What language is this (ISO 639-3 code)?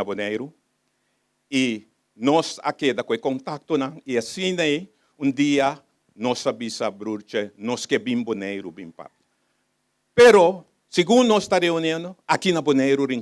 pap